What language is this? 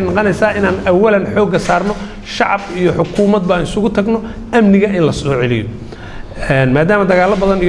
Somali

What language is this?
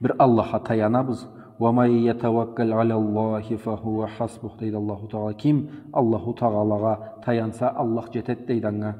Karachay-Balkar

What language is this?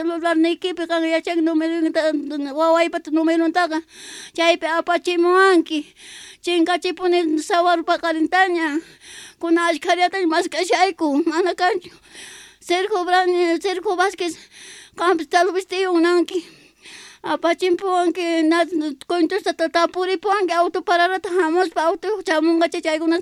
Quechua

